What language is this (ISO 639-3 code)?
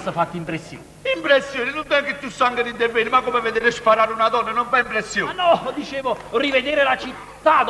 nap